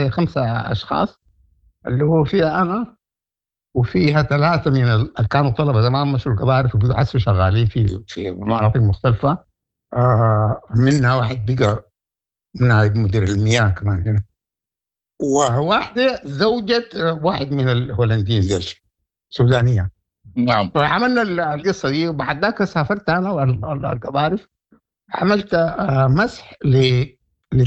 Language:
Sudanese Arabic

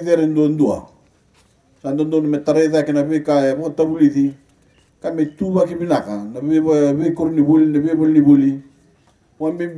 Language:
Fijian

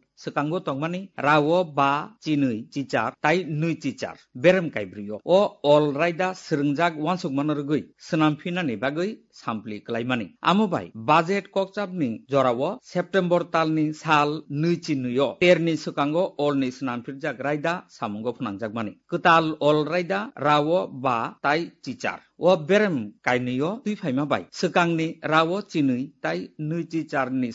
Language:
Kok Borok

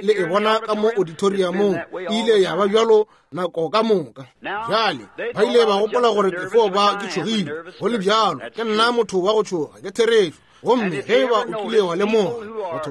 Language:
Northern Sotho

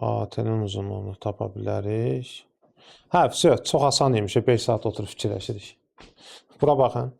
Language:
Azerbaijani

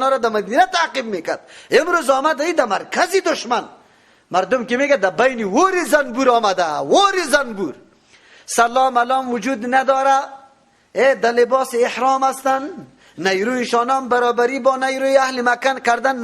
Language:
Persian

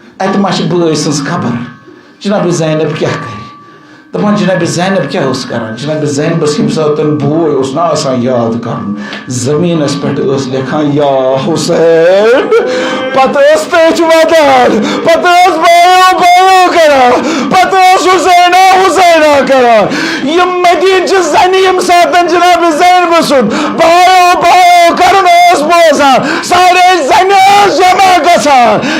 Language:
Kashmiri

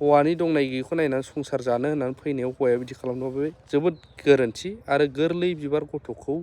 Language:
Bodo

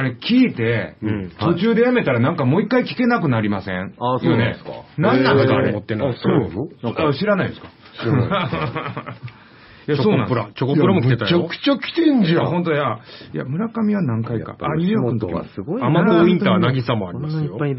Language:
Japanese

